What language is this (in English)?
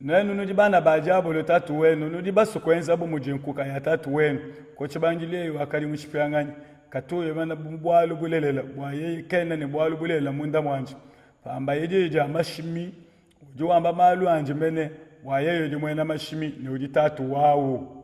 Luba-Lulua